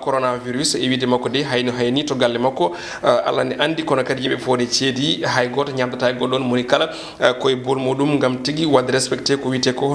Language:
Fula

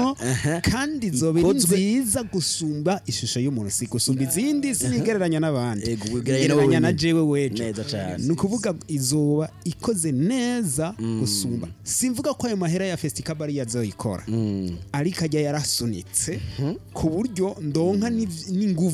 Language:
Rundi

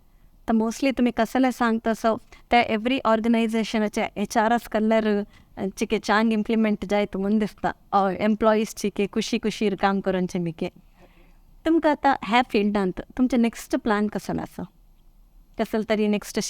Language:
Konkani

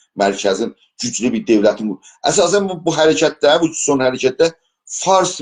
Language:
South Azerbaijani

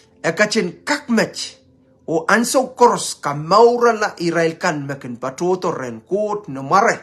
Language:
Pohnpeian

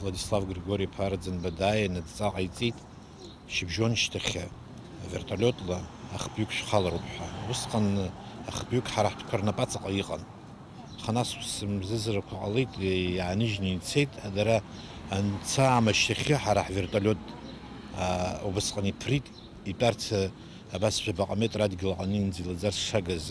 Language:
Abkhazian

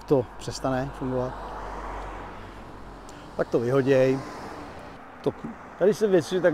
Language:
Czech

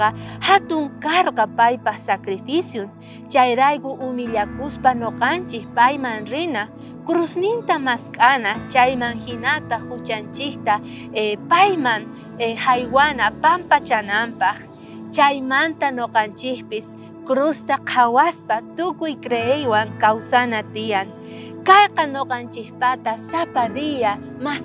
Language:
South Bolivian Quechua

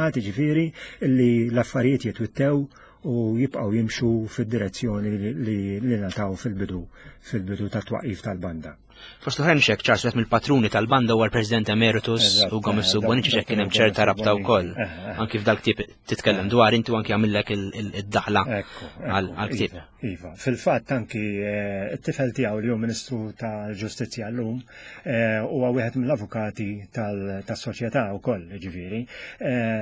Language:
Maltese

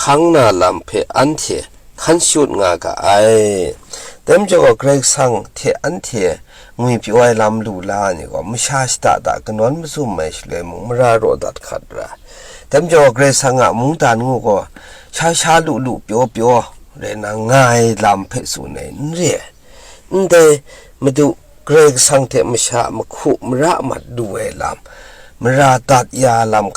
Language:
Kachin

